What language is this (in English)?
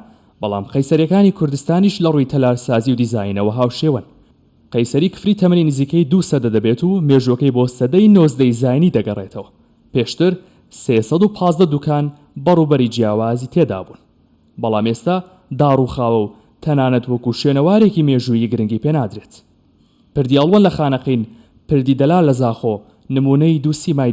Central Kurdish